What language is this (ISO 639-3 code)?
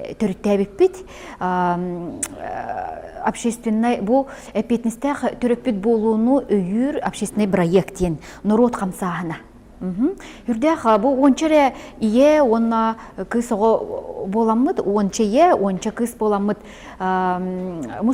sah